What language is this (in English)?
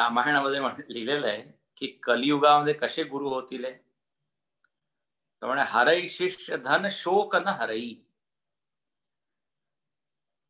Marathi